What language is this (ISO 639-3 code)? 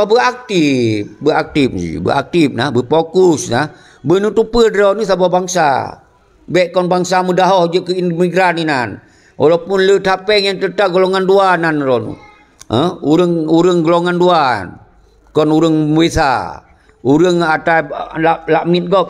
ace